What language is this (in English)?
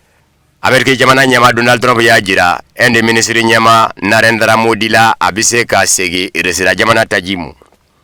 Bambara